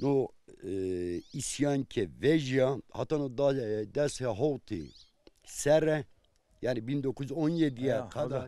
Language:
Zaza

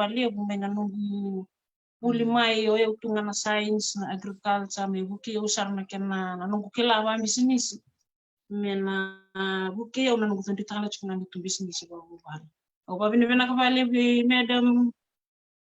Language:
Fijian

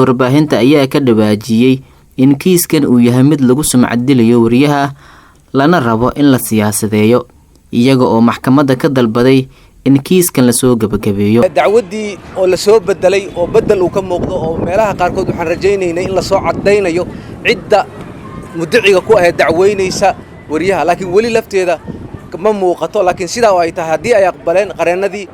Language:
Somali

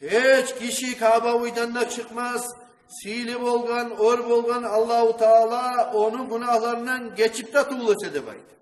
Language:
Kumyk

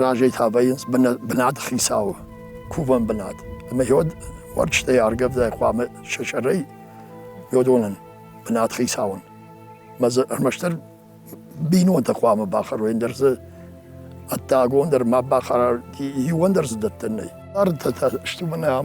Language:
Ossetic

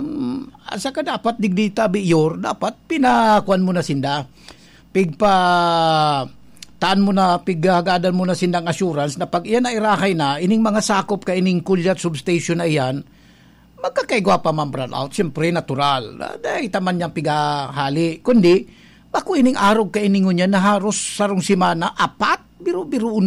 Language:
Bikol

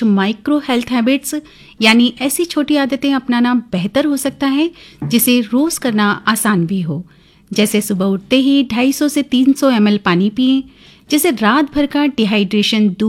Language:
Hindi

